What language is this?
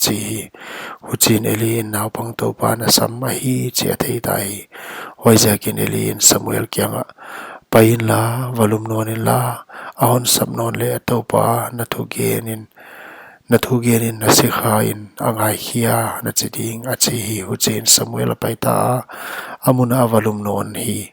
Paite Chin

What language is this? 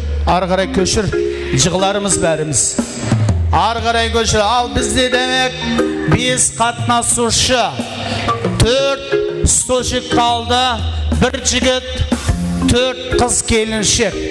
Kara-Kalpak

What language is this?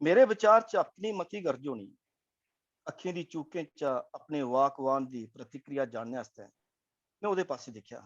Dogri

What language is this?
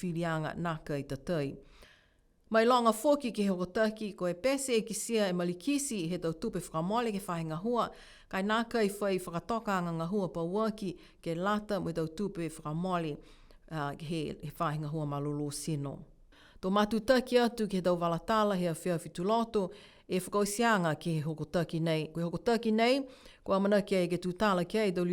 Niuean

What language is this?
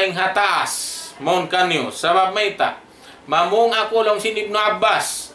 Tausug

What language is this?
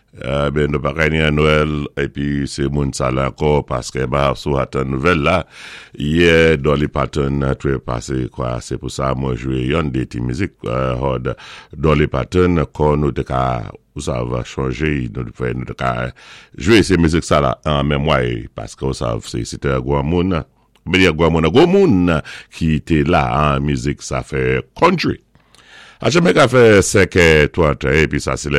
Saint Lucian Creole French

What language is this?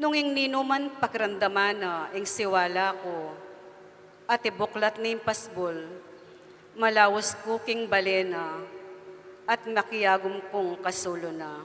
Pampanga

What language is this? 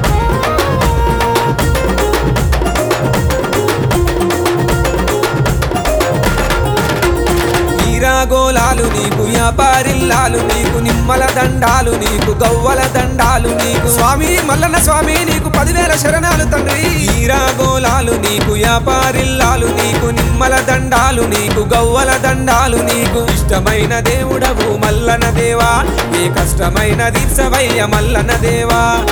Telugu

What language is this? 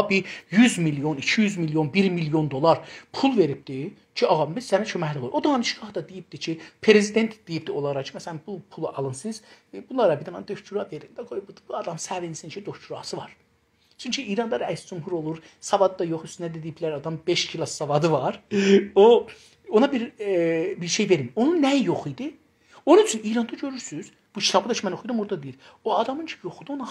South Azerbaijani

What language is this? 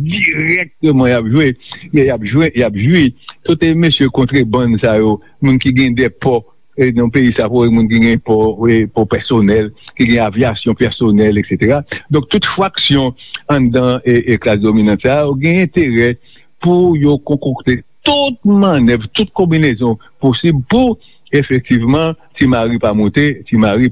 Haitian Creole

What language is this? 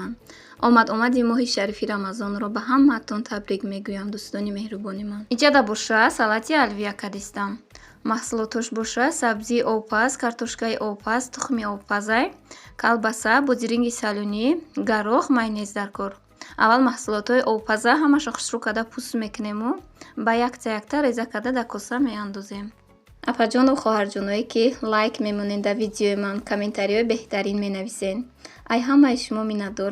Tajik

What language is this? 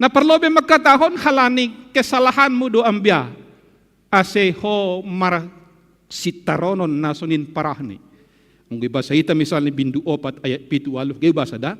Batak Simalungun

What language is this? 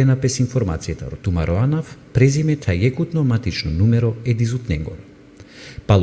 Balkan Romani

